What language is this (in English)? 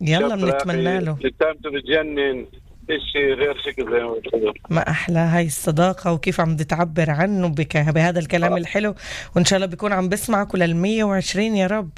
North Levantine Arabic